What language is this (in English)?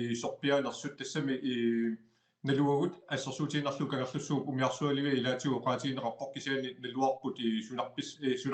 Kalaallisut